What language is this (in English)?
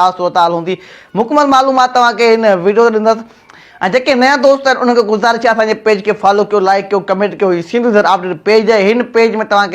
Sindhi